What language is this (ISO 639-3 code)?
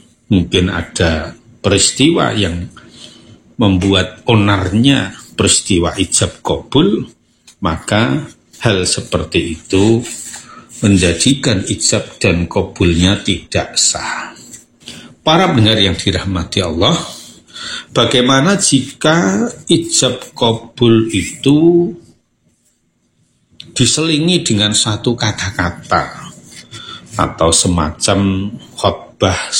ind